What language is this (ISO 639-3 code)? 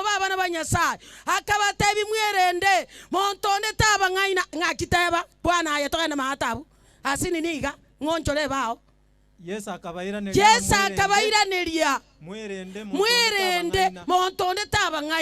guz